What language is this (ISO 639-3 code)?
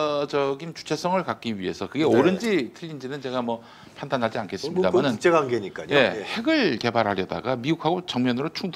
kor